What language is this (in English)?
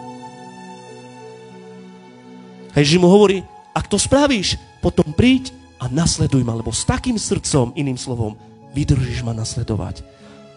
Slovak